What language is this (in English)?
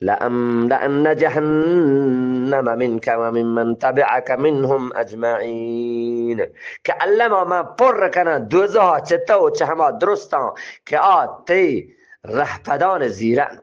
Eastern Balochi